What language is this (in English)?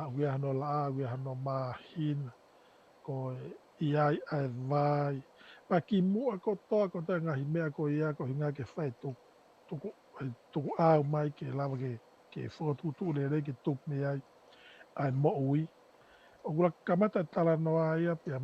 Tongan